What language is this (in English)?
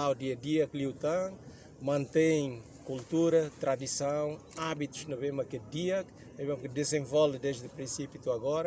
Tetum